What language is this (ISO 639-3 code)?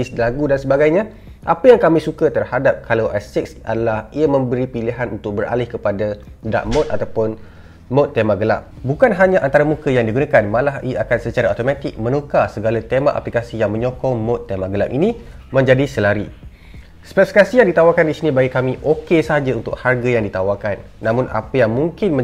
msa